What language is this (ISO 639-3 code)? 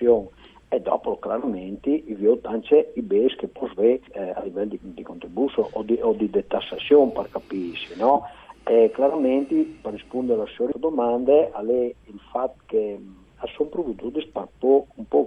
fur